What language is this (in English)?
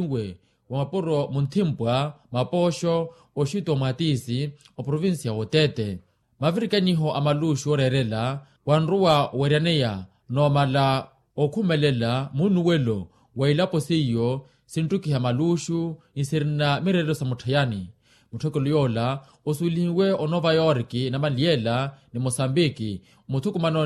Makhuwa